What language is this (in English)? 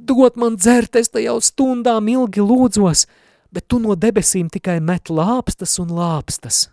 Latvian